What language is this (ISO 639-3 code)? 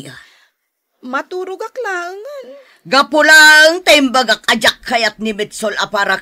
ilo